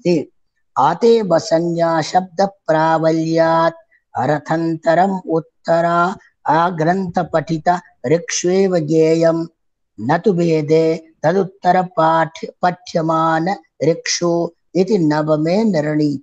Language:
Sanskrit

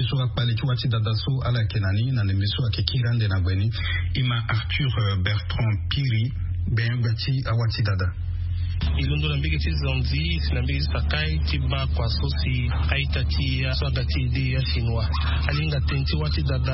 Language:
Sango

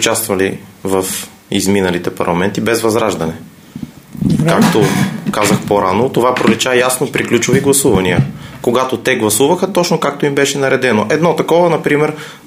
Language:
Bulgarian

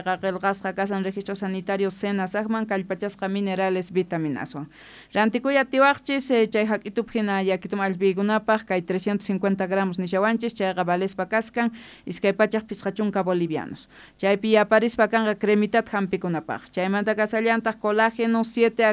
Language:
South Bolivian Quechua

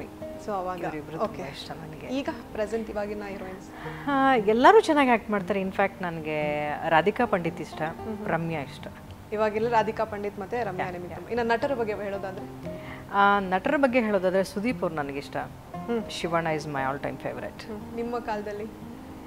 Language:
Kannada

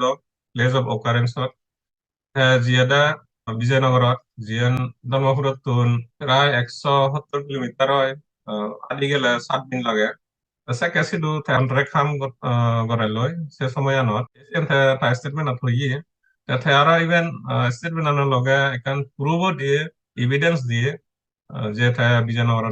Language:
Chakma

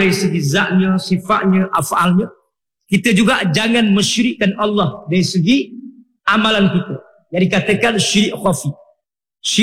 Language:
Malay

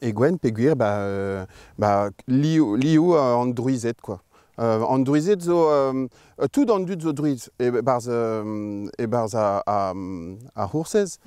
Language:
Breton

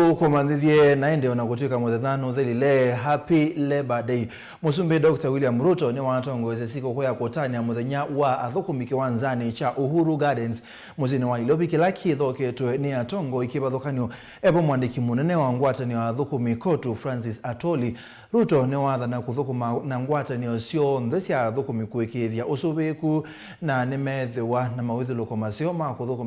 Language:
Kamba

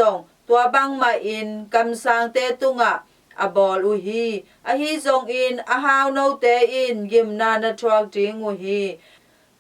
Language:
Tedim Chin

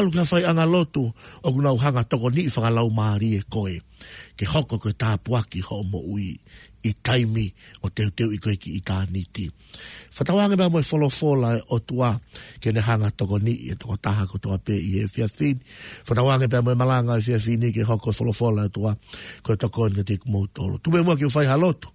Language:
Tongan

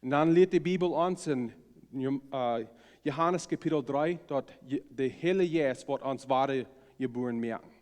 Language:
Plautdietsch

